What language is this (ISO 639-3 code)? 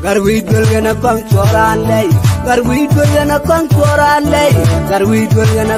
nus